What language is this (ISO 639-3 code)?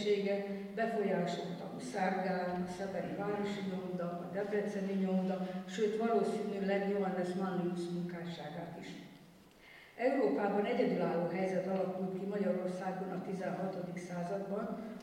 hun